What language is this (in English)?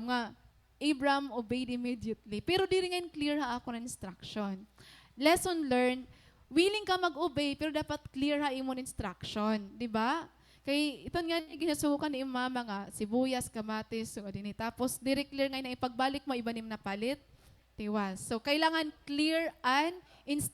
Waray